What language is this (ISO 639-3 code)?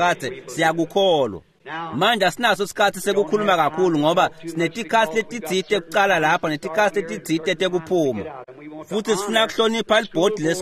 ssw